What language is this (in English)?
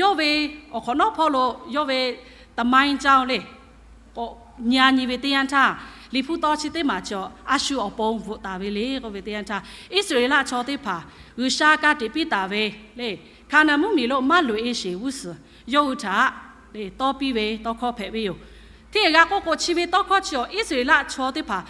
Lahu